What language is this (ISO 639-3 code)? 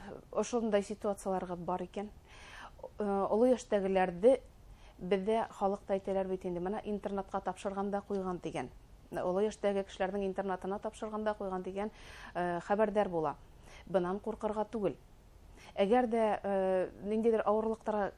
bak